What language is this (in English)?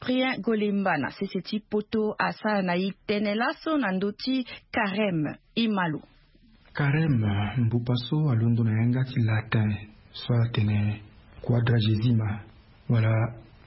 Sango